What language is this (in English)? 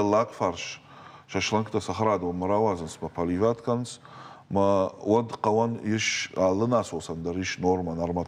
Ossetic